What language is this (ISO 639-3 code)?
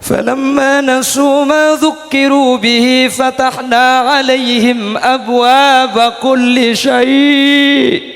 mad